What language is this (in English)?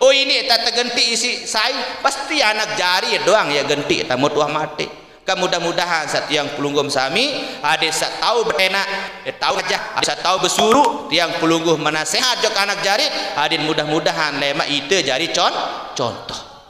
Sasak